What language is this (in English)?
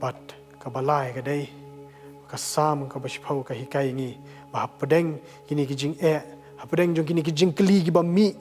Khasi